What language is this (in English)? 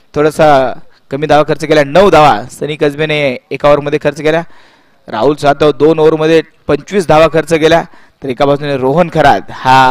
Marathi